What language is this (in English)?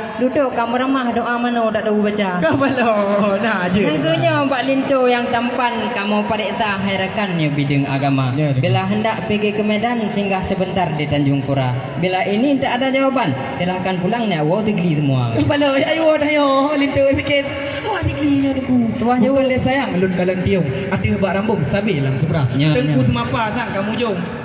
Achinese